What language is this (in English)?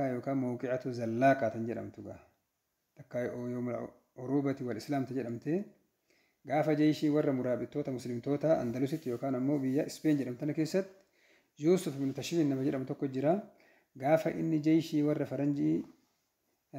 Oromo